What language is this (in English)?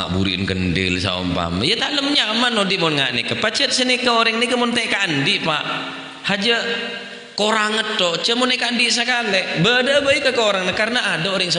Madurese